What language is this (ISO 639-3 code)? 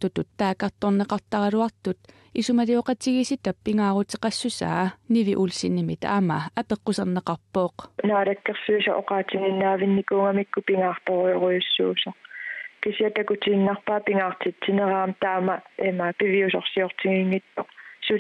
kal